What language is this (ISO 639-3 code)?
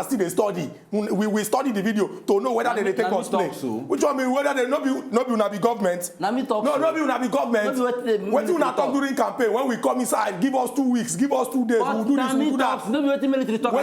pcm